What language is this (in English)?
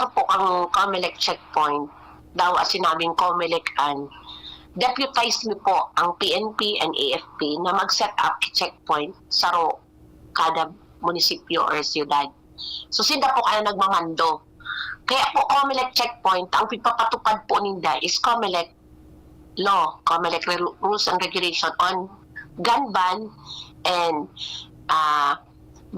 Bikol